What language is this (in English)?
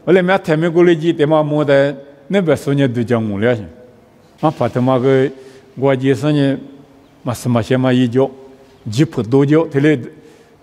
Lisu